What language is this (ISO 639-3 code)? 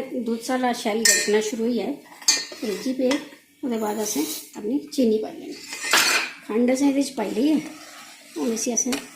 doi